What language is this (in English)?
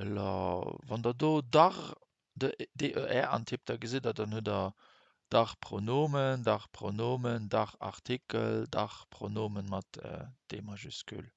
Luxembourgish